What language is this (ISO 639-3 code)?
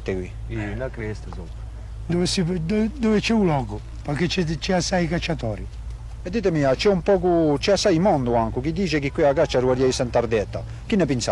cos